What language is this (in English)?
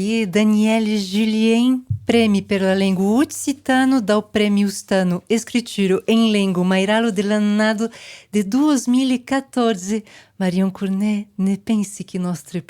Occitan